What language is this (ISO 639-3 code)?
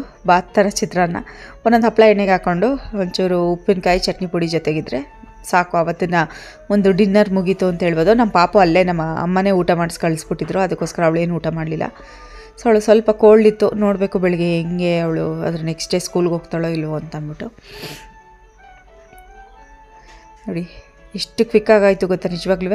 kan